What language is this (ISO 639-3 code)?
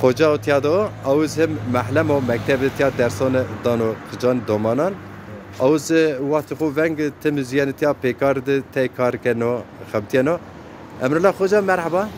zza